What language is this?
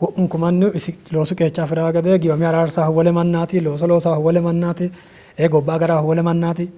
Sidamo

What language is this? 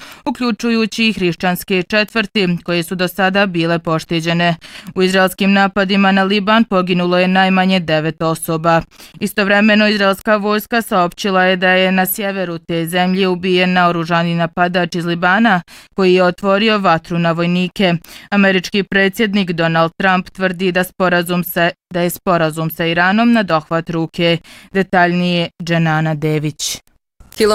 Bosnian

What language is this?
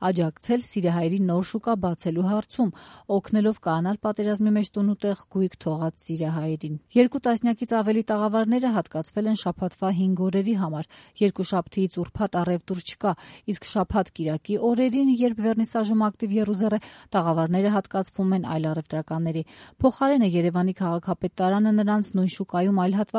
Armenian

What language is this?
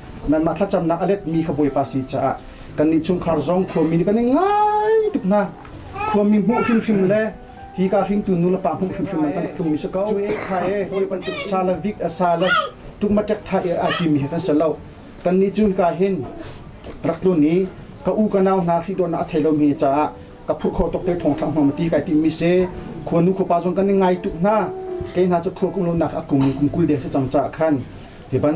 Hakha Chin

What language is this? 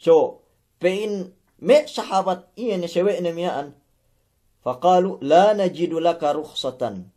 Yakan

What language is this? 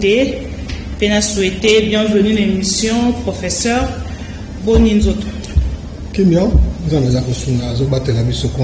Lingala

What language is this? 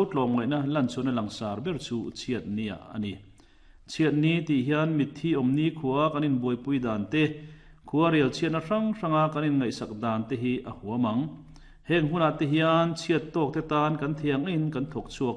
Mizo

